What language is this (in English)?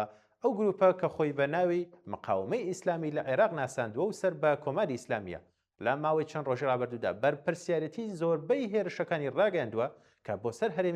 Central Kurdish